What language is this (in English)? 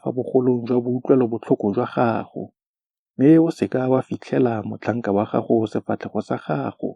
Tswana